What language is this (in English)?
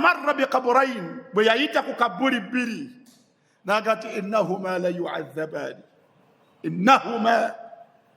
Ganda